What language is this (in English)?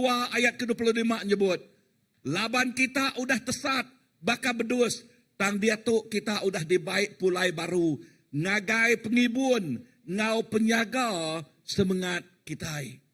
Iban